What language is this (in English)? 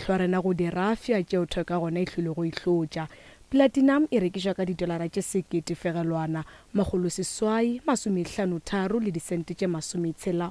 Northern Sotho